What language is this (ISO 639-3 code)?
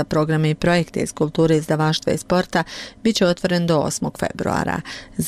bos